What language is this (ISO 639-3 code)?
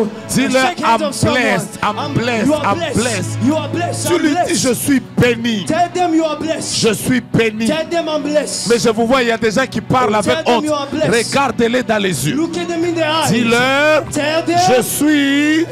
fra